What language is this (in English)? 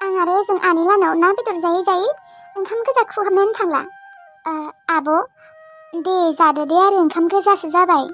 Bodo